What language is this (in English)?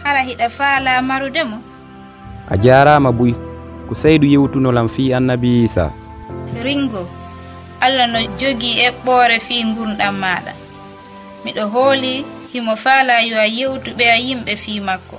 Pular